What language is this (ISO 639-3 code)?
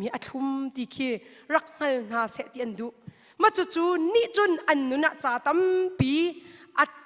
cnh